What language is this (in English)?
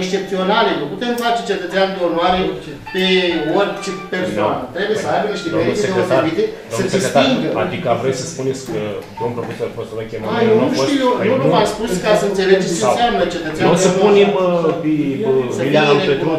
Romanian